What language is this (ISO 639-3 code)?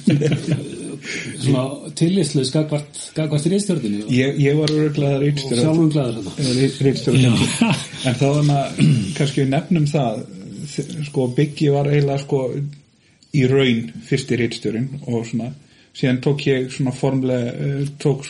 isl